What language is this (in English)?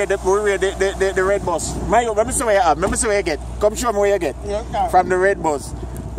Jamaican Creole English